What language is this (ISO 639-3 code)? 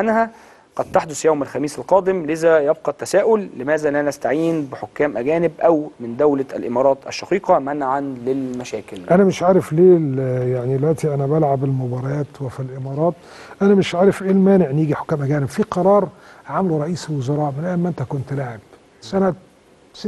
arz